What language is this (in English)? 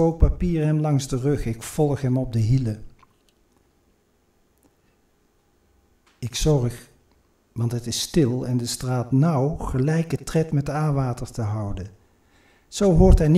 Dutch